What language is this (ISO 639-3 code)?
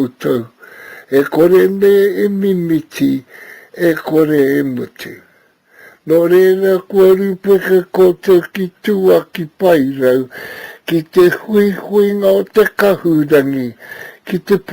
mri